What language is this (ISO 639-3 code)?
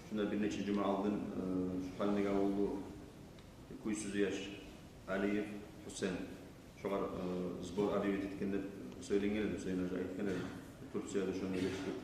kum